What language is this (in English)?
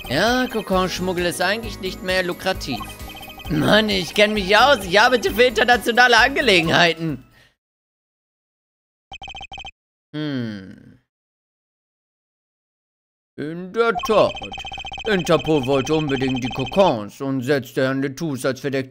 German